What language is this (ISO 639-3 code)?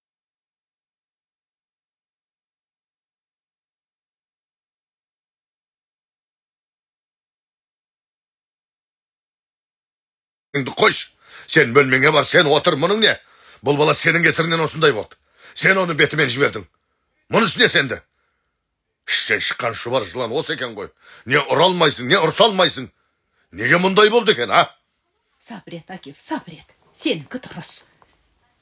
kaz